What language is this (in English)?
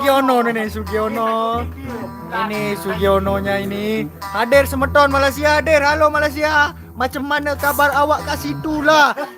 Sasak